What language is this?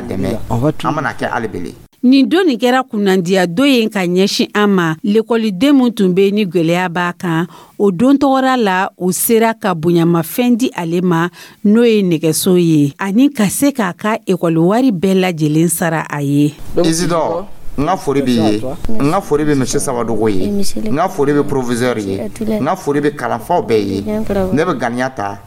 Dyula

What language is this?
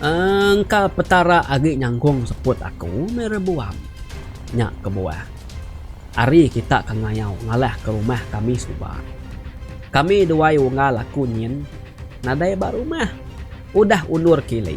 Iban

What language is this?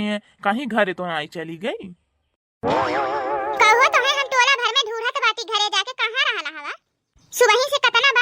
Bhojpuri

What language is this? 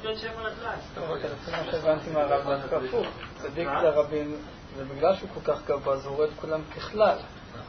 Hebrew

